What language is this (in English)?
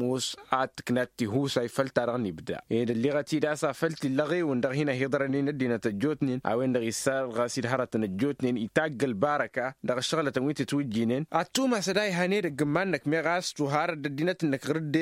Tamasheq